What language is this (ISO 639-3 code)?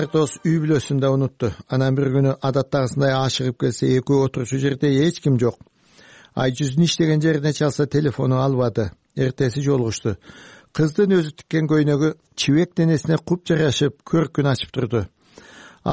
kir